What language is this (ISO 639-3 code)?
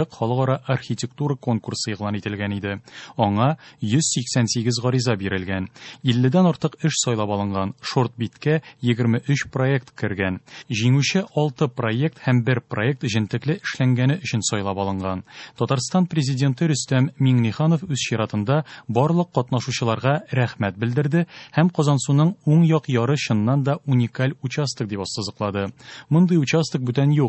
tat